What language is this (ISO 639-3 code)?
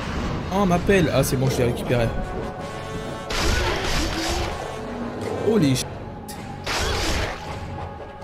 fra